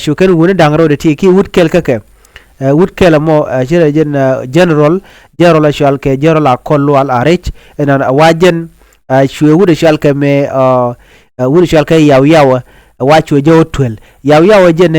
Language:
Nuer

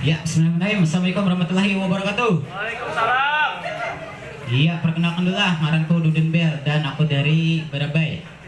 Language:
Banjar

